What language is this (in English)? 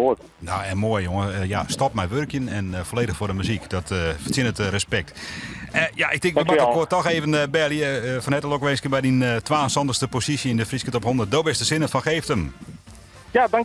Western Frisian